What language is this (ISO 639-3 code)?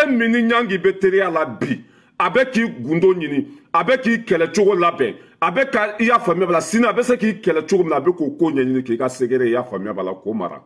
bam